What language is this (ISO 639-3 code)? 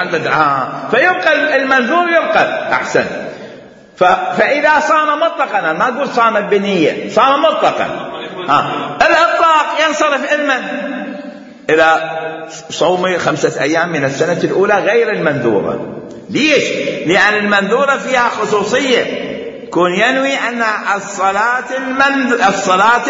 acm